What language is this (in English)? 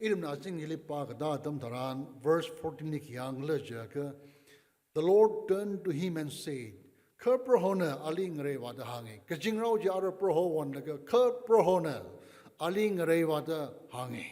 Tangkhul Naga (India)